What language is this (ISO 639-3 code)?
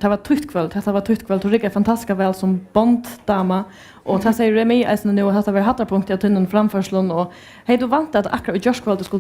fao